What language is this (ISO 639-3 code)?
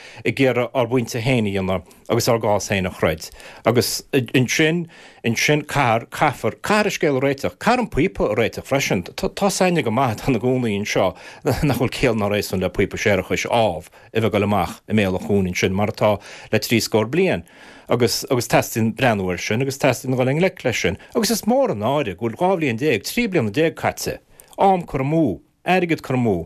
gle